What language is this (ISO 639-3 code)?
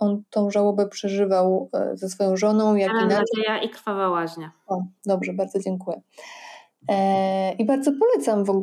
pol